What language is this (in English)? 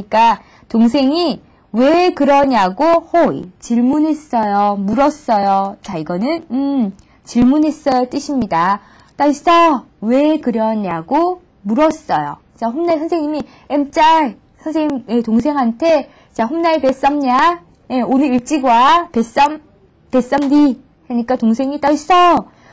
Korean